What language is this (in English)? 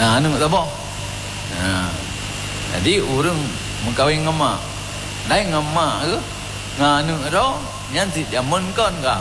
Achinese